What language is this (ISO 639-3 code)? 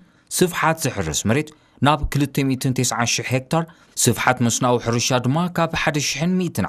tir